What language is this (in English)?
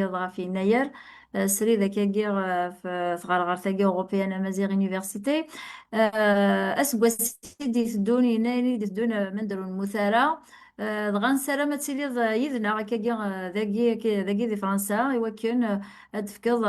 Kabyle